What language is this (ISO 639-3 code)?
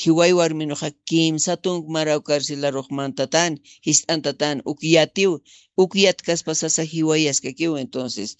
aym